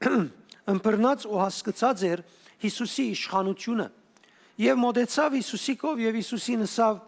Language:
Western Armenian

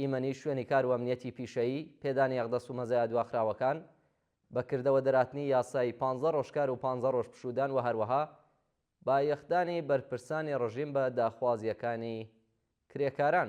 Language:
Central Kurdish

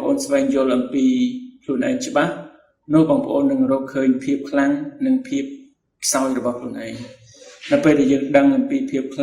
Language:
Khmer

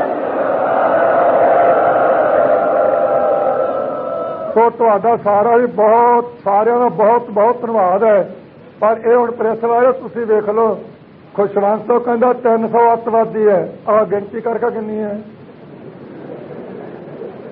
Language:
Punjabi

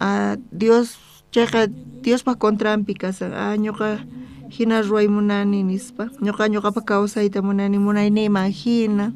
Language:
South Bolivian Quechua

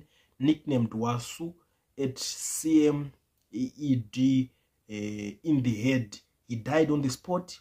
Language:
Shona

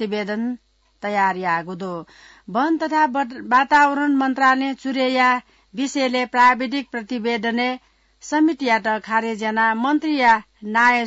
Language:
Newari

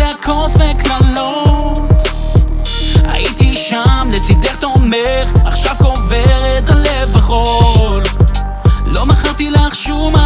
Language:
Hebrew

